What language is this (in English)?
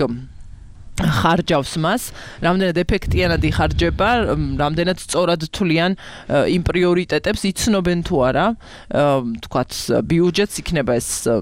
Georgian